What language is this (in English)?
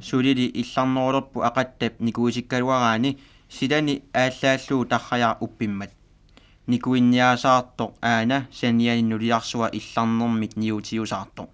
Kalaallisut